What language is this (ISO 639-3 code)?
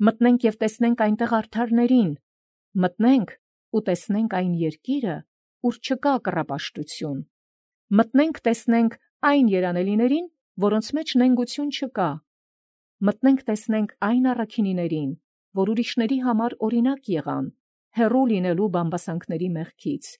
hye